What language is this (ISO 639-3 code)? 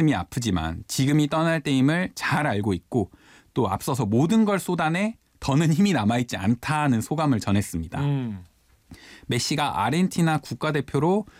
kor